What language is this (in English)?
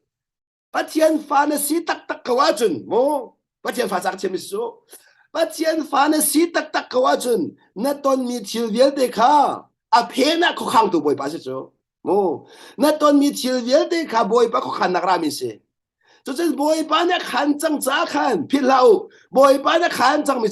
Hakha Chin